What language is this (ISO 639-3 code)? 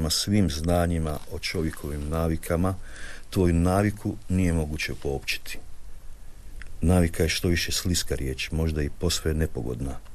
hrv